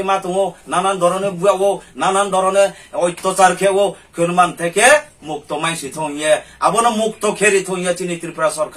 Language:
Riang (India)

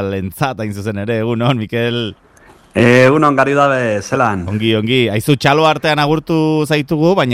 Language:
Basque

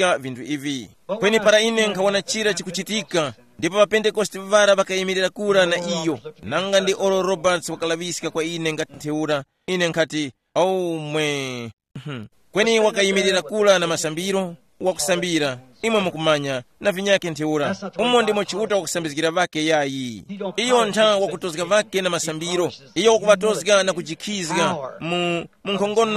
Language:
Tumbuka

